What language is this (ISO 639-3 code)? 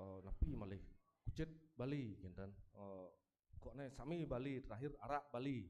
ban